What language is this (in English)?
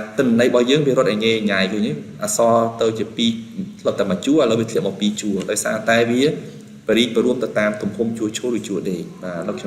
Khmer